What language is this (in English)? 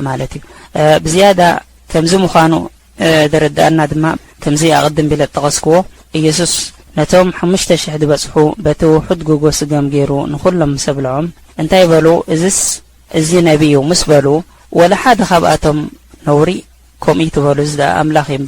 Tigrinya